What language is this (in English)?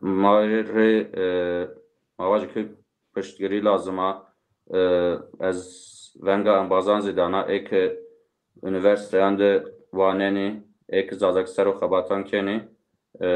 Zaza